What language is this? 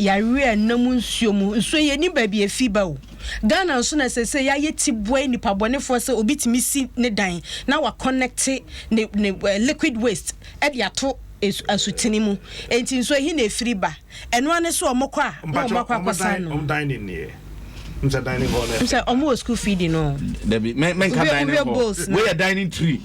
Akan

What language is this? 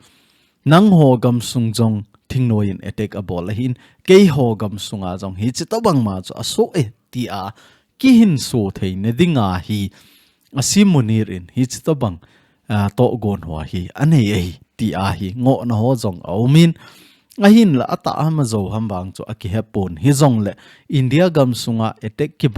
Thado Chin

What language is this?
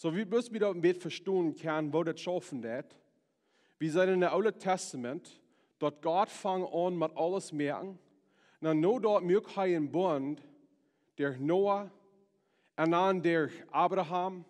Plautdietsch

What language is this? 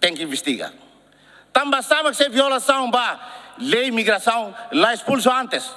Tetum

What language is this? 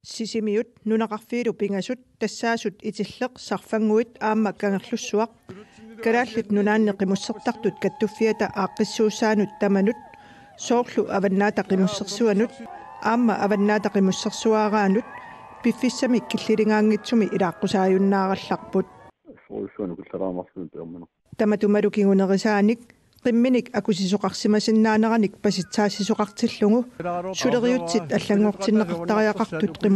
Kalaallisut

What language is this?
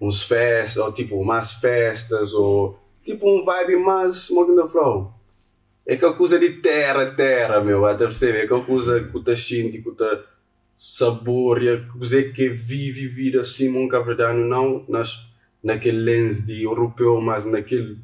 Kabuverdianu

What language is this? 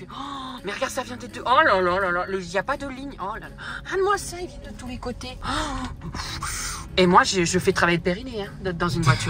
French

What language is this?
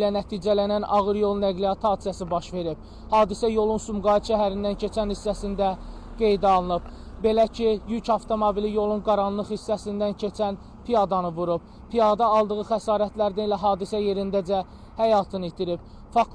Azerbaijani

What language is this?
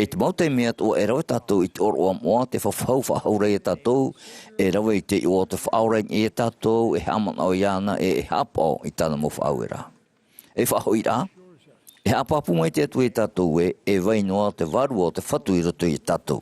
Tahitian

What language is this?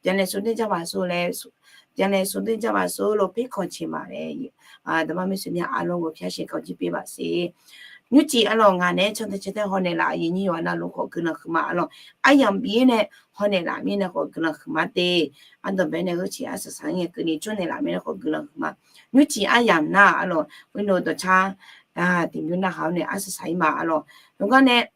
Akha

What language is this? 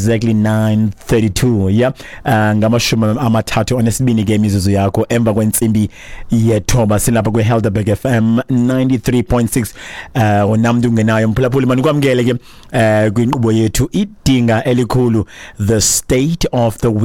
Xhosa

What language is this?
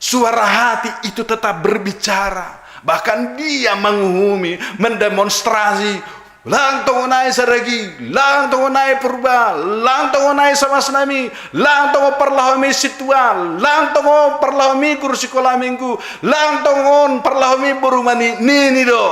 Batak Simalungun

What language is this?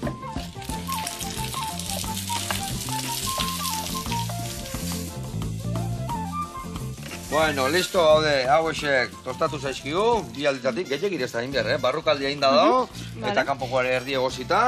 Basque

